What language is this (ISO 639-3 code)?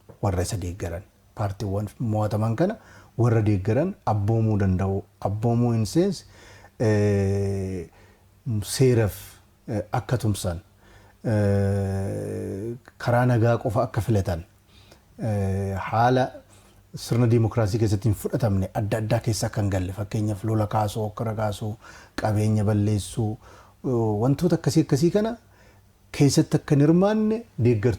orm